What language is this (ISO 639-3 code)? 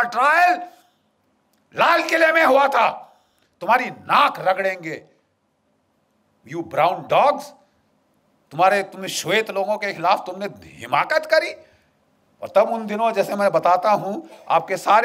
hin